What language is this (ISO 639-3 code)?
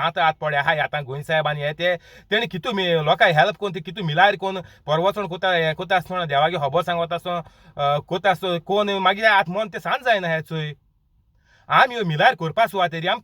kok